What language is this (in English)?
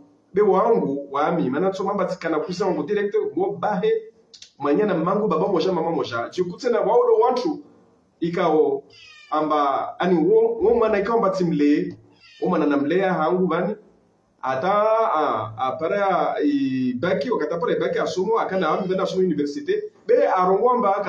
Ngazidja Comorian